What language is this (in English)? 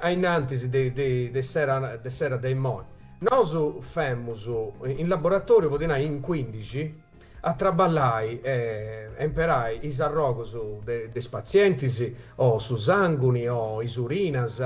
Sardinian